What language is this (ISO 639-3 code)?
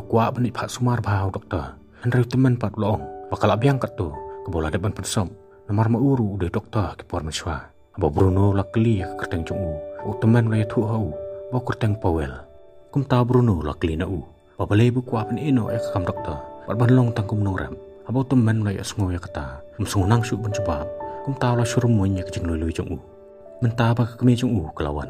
kha